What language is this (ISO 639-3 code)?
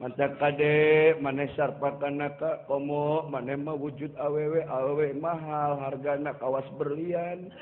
sun